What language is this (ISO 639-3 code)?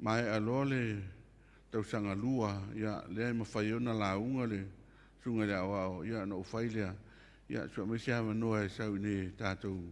smo